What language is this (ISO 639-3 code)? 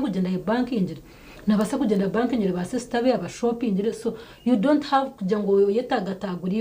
nyn